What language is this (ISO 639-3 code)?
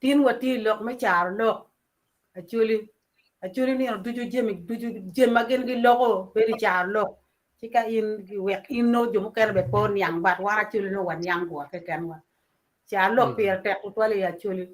ach